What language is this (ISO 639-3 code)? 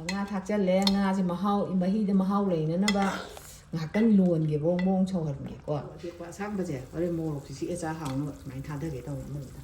mni